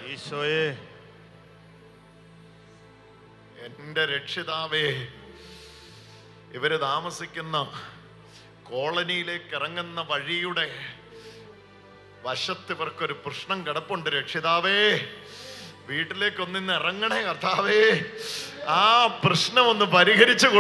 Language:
Malayalam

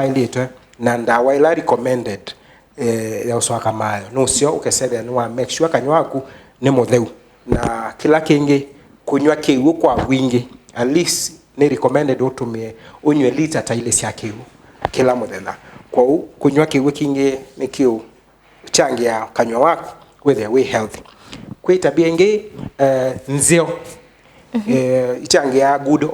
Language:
Kamba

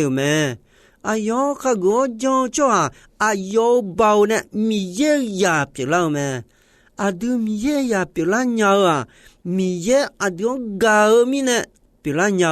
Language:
Akha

